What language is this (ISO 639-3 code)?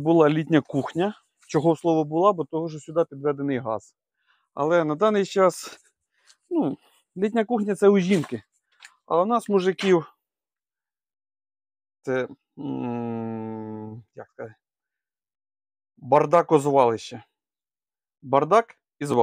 ukr